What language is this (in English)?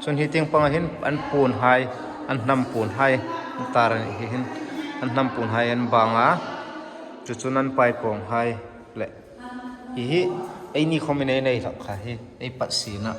Hmar